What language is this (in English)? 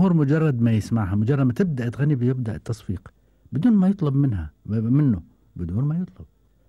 Gulf Arabic